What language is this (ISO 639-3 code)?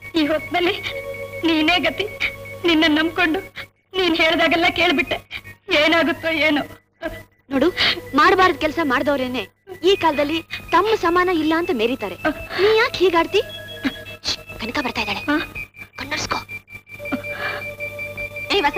kan